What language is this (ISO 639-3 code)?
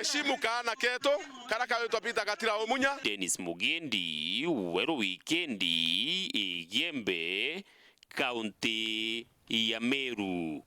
mer